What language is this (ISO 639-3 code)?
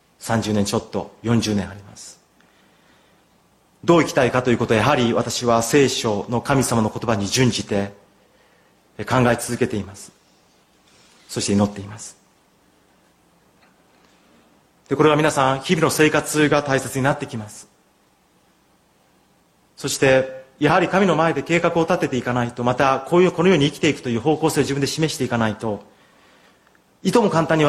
jpn